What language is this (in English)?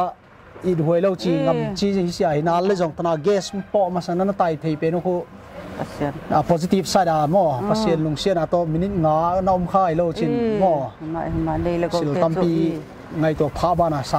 Paite Chin